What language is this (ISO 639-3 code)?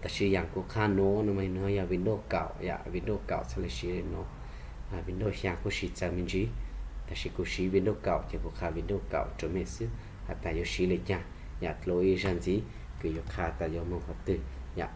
hmn